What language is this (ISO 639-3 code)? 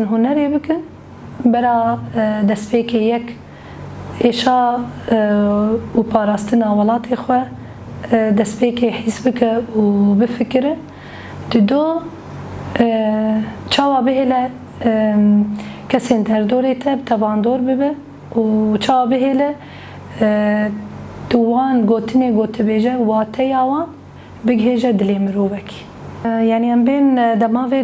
kur